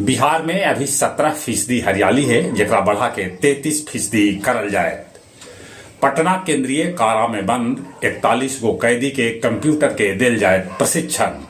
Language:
Magahi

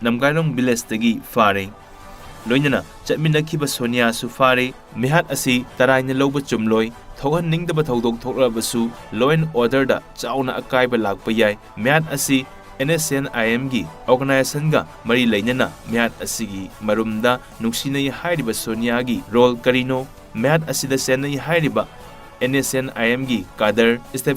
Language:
Manipuri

